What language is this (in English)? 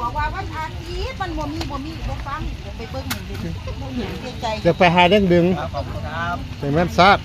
Northeastern Thai